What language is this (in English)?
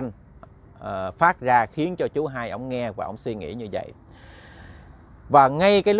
Vietnamese